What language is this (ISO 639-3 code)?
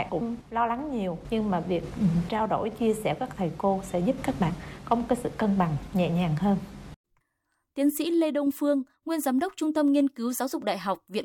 vie